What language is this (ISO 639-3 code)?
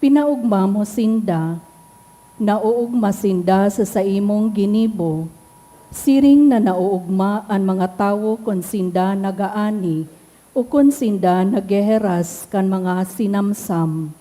bik